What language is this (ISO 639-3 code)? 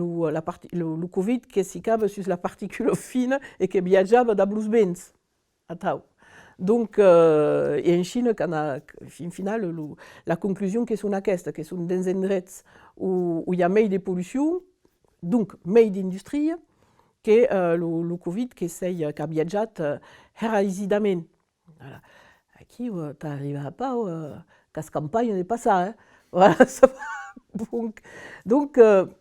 oci